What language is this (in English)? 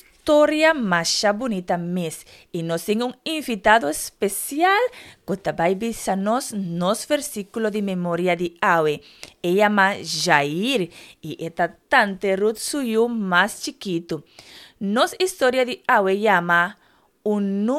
Papiamento